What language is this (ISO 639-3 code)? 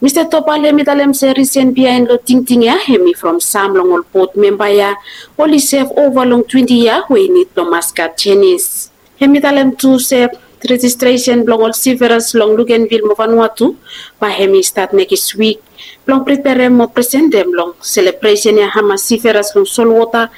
bis